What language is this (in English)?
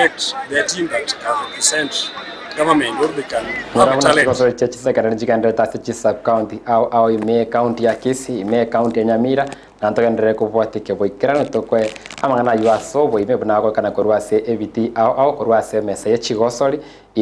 Gusii